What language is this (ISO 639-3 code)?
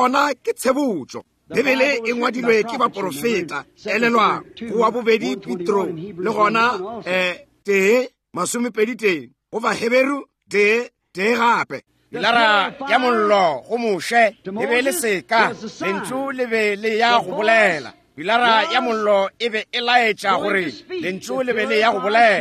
nso